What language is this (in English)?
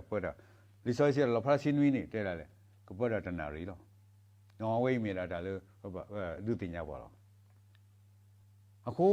S'gaw Karen